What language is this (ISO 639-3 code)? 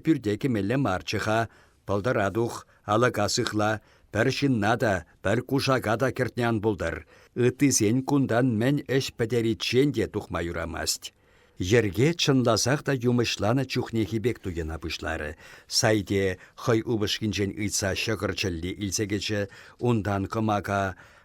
chv